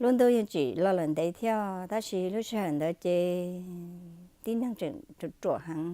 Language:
Hmong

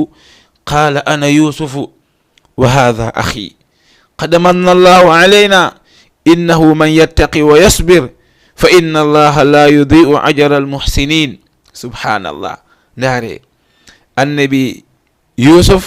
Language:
Fula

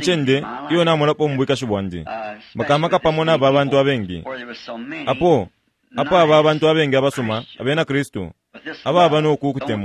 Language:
Bemba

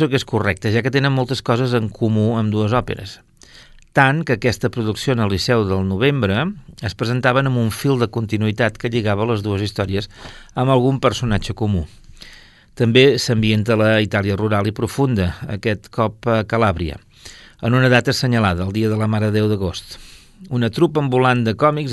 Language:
Catalan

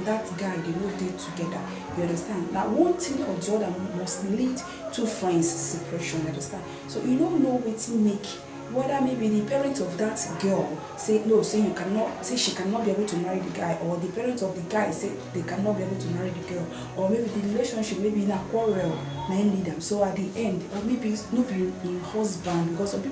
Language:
Nigerian Pidgin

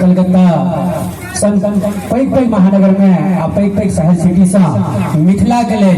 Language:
Maithili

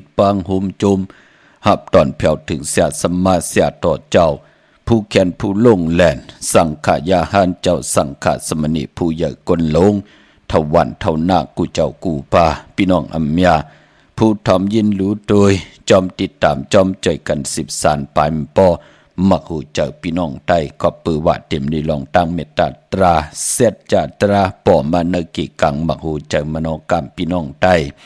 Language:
Shan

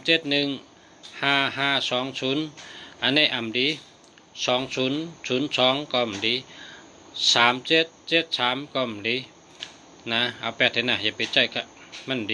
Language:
Shan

